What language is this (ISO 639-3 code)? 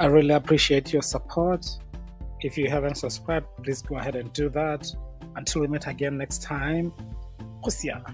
tsn